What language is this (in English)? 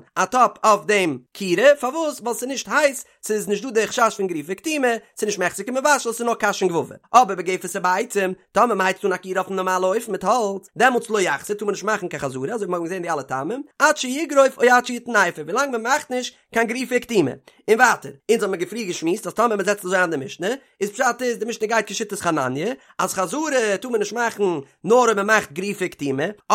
Yiddish